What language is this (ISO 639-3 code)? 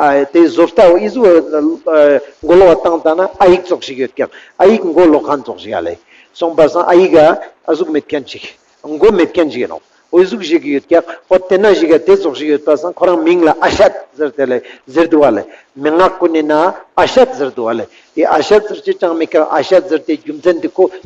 lbj